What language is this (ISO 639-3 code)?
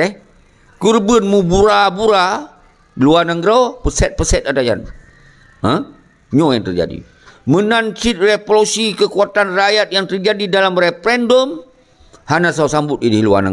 ace